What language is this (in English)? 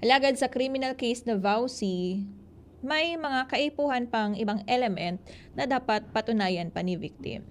Bikol